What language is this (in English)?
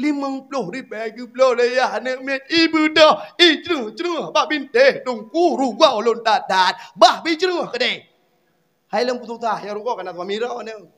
Achinese